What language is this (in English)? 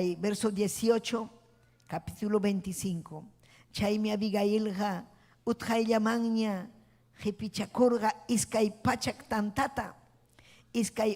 Ayacucho Quechua